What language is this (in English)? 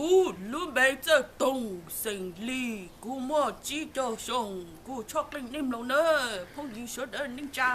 Hmong